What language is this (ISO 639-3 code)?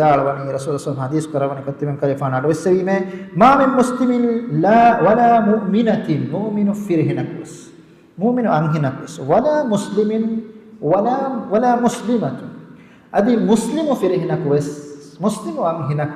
div